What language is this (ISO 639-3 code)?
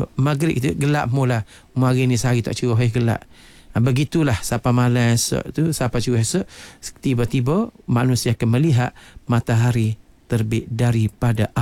msa